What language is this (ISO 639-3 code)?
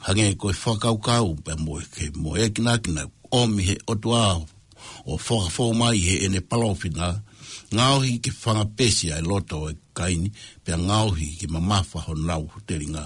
ton